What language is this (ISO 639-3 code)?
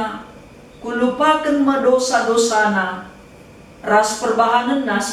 btx